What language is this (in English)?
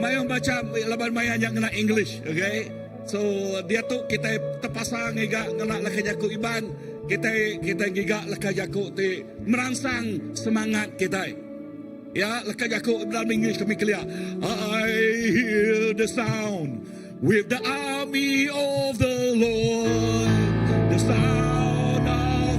Iban